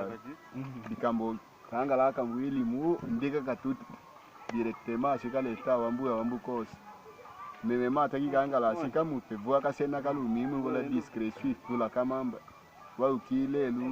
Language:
Tetela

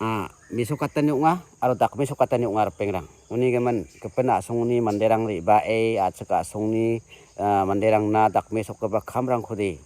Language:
Garo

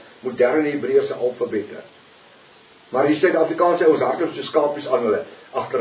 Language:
Afrikaans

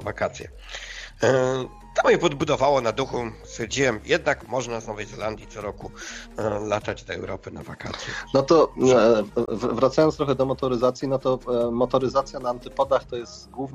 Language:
Polish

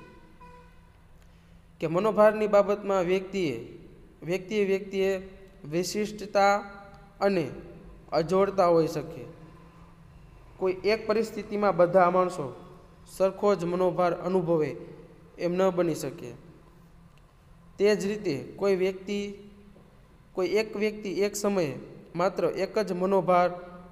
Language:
Gujarati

